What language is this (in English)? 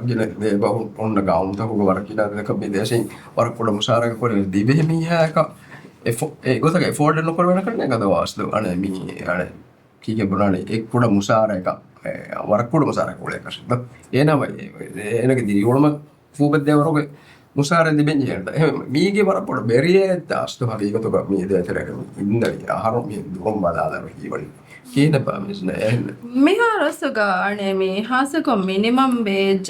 Divehi